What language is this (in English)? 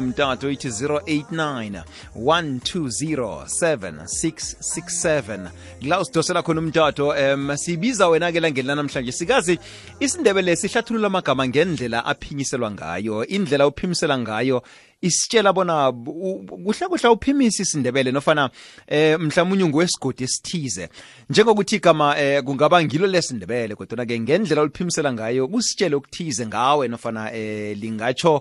South Ndebele